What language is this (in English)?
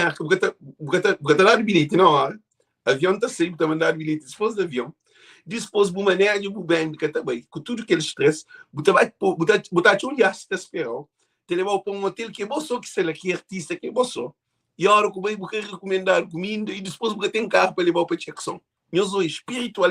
Kabuverdianu